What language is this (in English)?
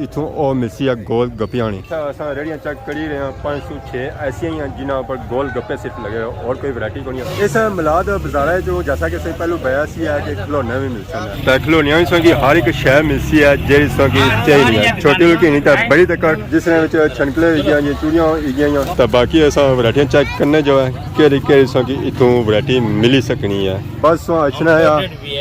Pahari-Potwari